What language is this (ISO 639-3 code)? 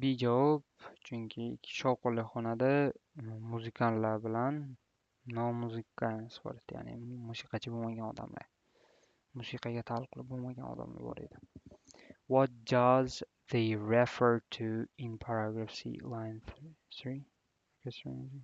uzb